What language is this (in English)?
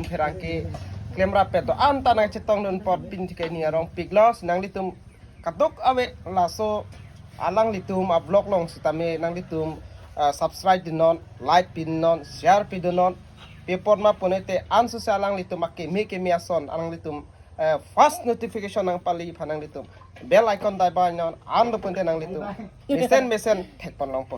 Karbi